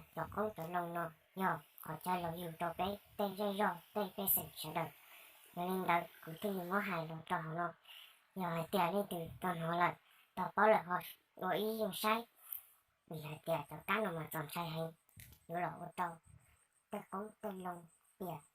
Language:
Hmong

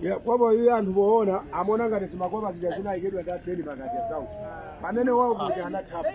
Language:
Nyanja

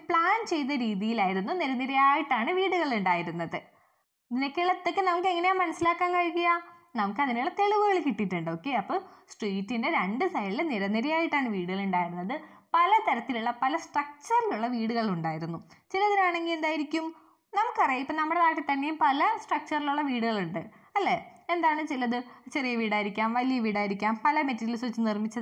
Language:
Malayalam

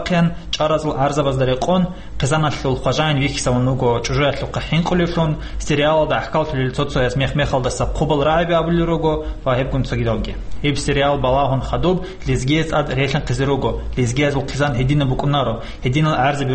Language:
Avaric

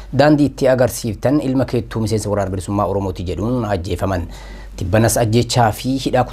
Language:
Oromo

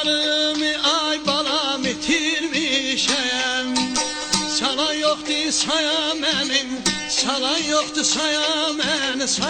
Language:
South Azerbaijani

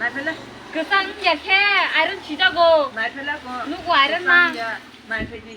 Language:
Kok Borok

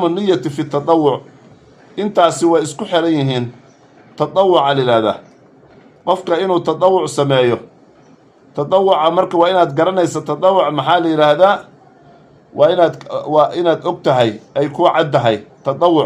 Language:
Somali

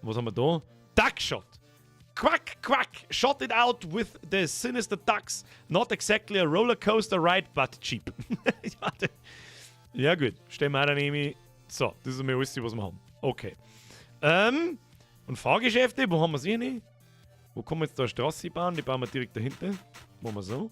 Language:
Bavarian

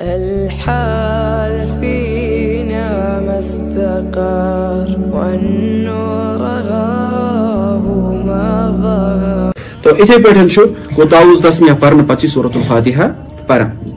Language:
Kashmiri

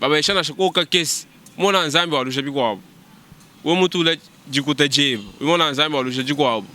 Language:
Luba-Lulua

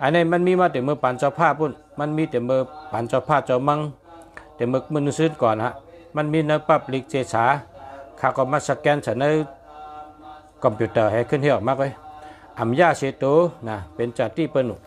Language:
Shan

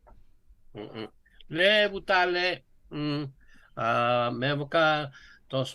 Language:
Fijian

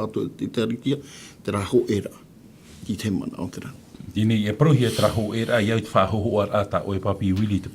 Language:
Tahitian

